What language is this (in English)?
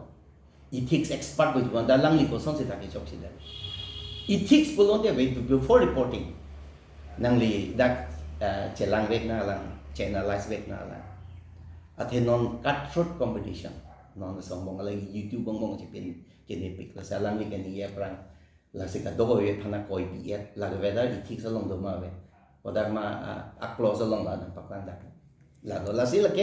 Karbi